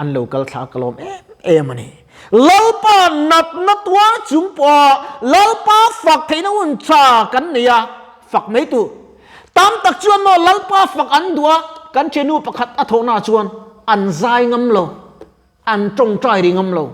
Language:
Mizo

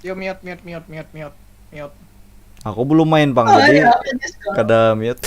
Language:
Banjar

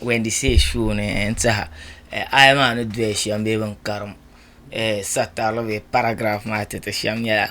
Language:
Dagbani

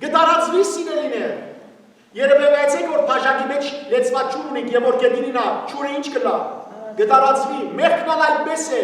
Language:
Western Armenian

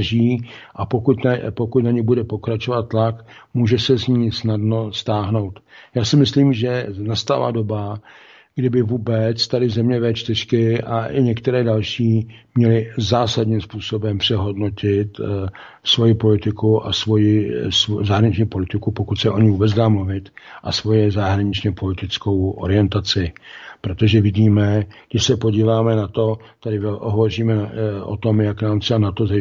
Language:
Czech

